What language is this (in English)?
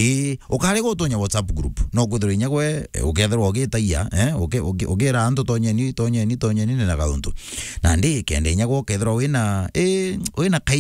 Meru